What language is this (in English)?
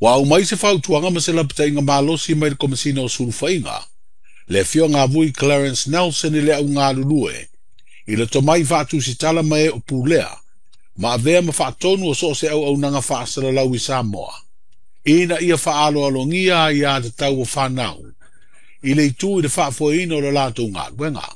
Samoan